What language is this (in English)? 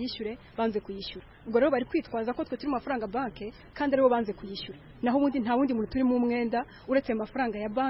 Kinyarwanda